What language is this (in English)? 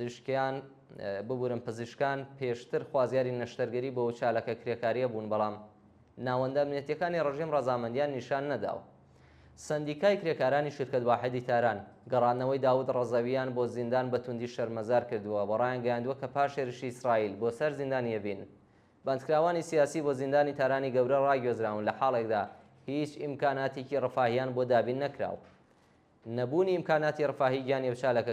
Central Kurdish